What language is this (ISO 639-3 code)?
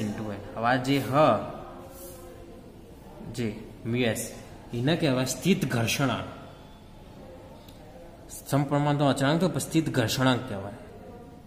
guj